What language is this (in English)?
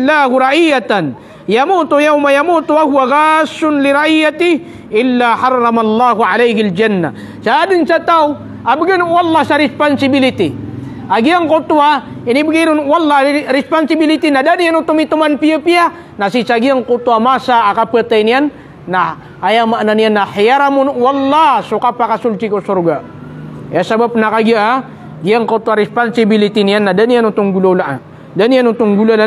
Maranao